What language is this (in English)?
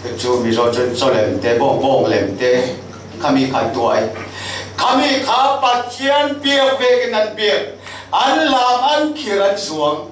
Falam Chin